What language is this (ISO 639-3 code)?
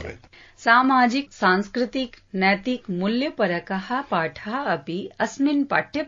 san